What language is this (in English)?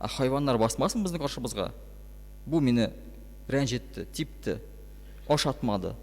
Tatar